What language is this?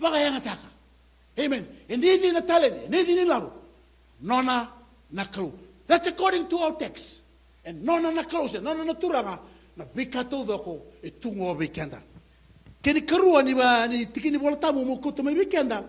Fijian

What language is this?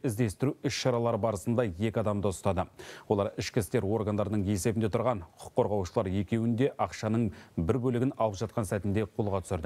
Kazakh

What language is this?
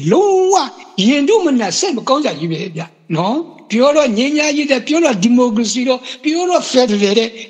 Burmese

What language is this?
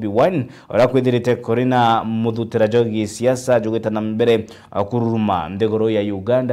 Meru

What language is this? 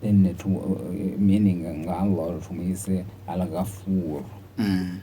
Ganda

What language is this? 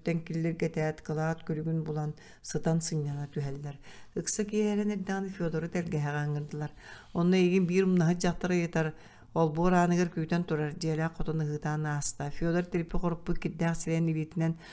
Yakut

